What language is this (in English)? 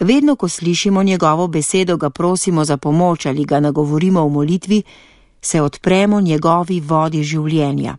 Slovenian